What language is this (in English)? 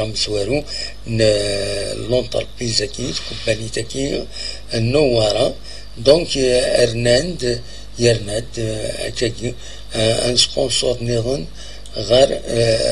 Kabyle